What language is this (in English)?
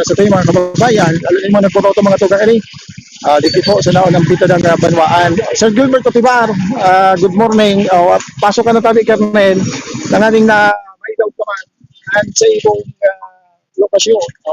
Bikol